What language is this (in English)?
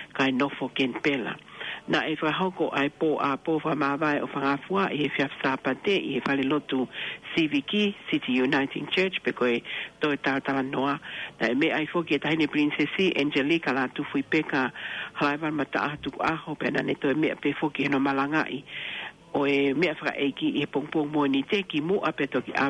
Tongan